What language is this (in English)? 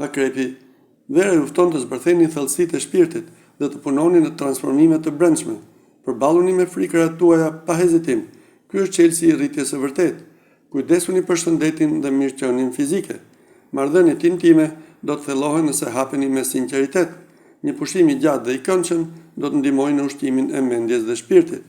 Albanian